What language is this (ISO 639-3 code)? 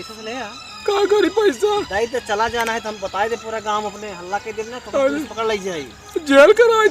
awa